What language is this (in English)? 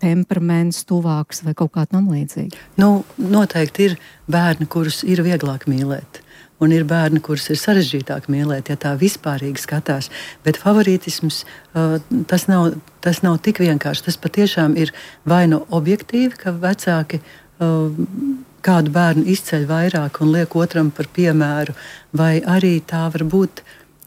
Latvian